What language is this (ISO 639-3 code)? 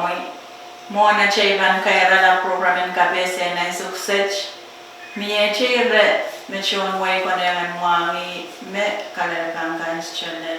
pon